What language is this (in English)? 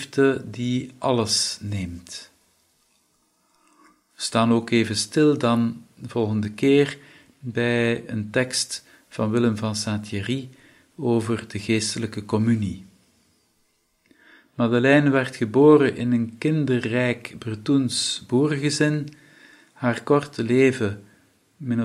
Dutch